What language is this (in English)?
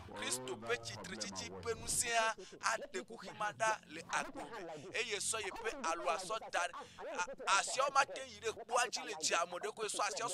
Ewe